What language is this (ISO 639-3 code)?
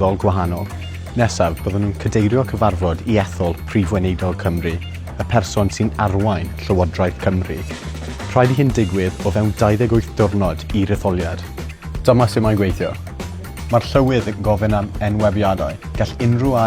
cym